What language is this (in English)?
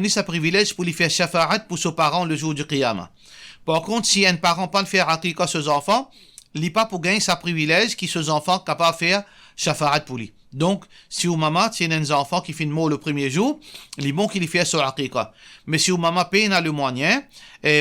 Morisyen